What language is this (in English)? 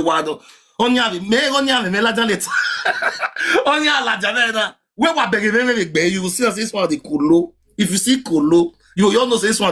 Nigerian Pidgin